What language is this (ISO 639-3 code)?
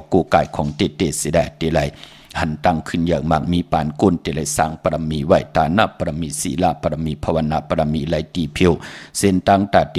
shn